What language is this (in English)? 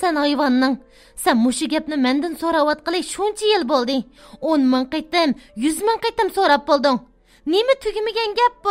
Uyghur